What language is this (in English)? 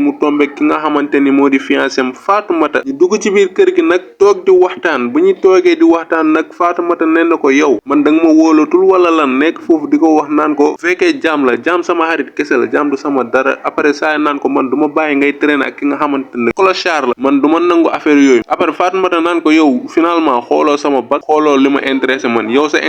Wolof